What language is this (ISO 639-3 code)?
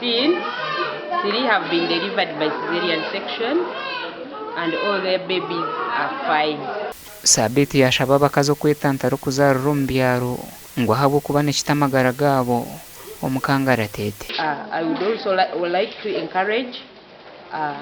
nyn